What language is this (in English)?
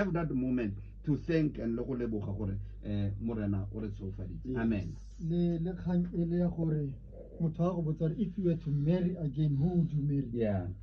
Tswana